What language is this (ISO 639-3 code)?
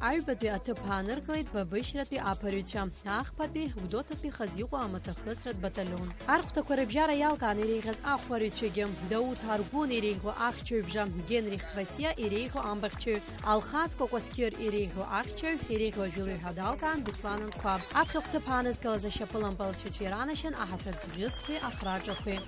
abk